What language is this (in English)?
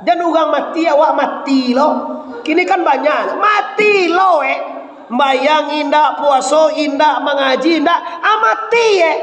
Minangkabau